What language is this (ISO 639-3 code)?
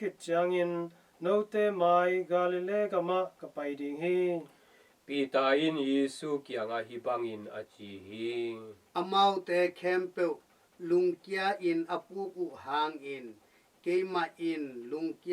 ctd